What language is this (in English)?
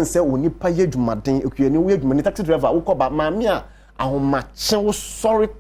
Akan